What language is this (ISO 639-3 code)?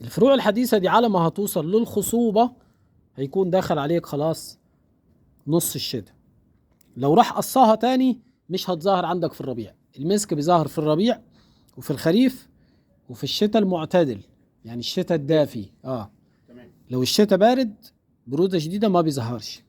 arz